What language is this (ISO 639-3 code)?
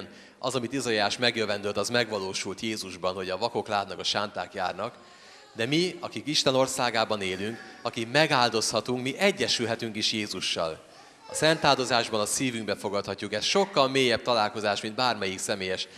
hun